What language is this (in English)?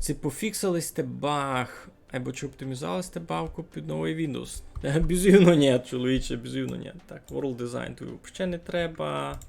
Rusyn